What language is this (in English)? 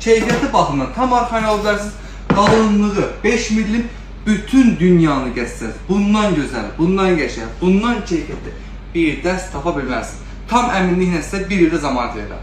Azerbaijani